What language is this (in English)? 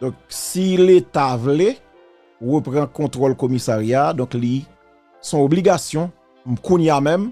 Haitian Creole